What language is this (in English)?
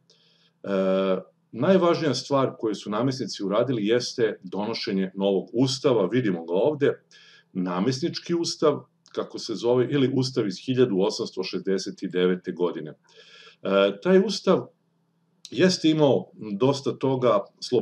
Serbian